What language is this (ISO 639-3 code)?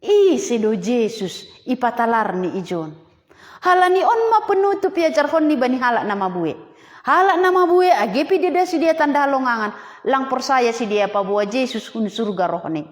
bts